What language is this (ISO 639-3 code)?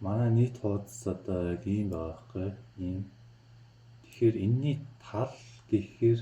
mon